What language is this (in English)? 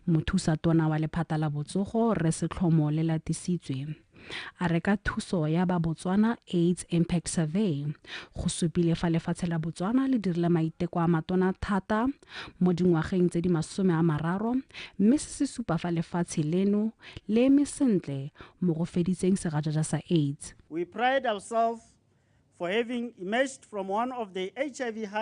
Tswana